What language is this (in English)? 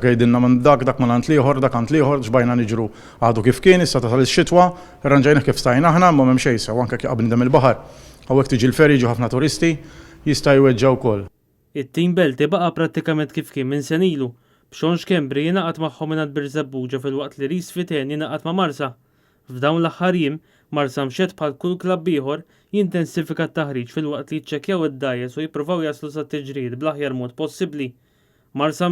Maltese